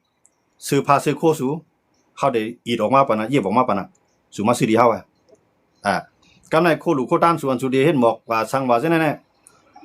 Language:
Shan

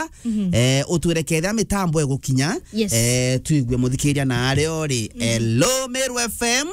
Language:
Meru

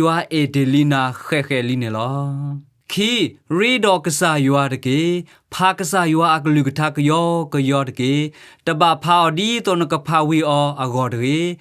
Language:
S'gaw Karen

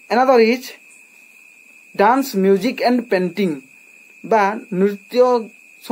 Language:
Odia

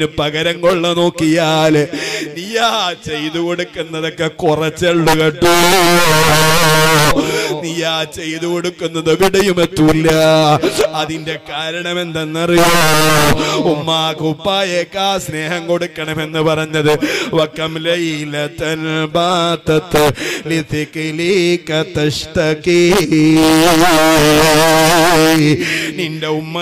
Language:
Malayalam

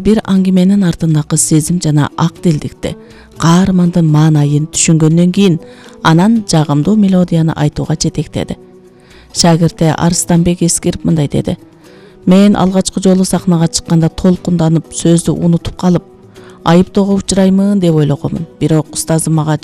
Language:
Kyrgyz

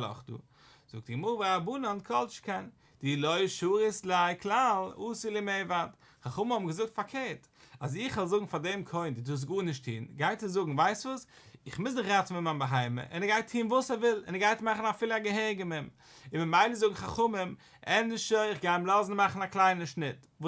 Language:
Yiddish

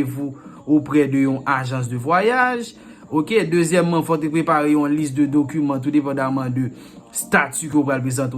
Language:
Haitian Creole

